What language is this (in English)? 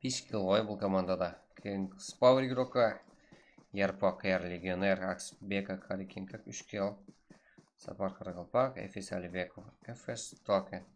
Kara-Kalpak